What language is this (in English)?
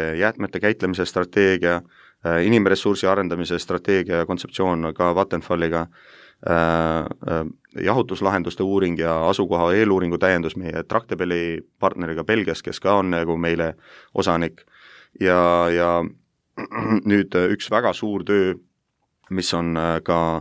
Estonian